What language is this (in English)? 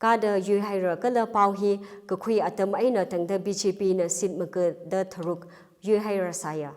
Tangkhul Naga (India)